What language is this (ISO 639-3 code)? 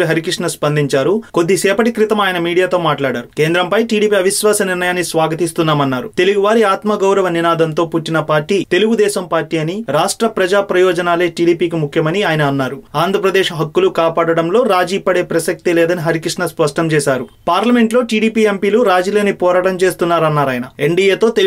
tel